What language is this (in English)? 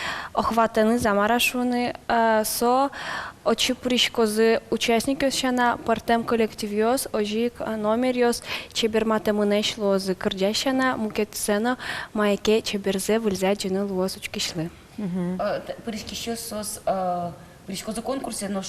Udmurt